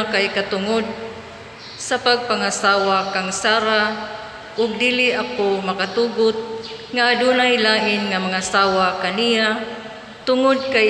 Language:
Cebuano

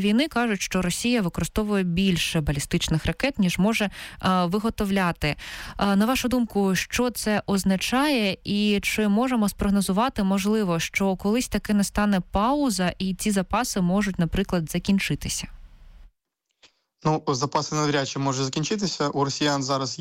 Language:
Ukrainian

